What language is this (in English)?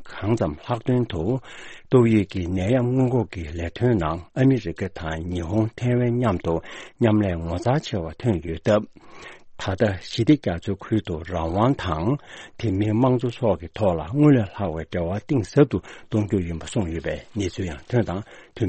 Tibetan